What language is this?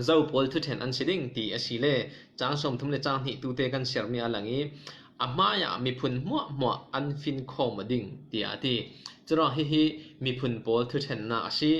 Falam Chin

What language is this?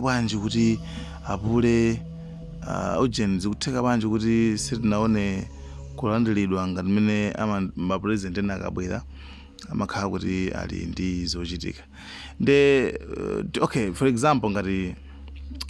Nyanja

